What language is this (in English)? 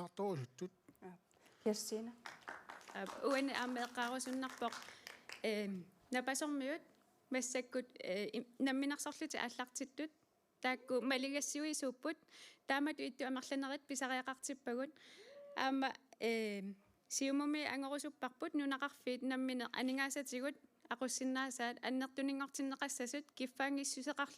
Kalaallisut